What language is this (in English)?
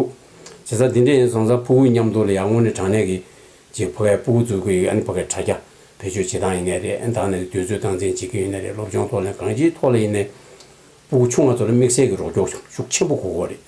Tibetan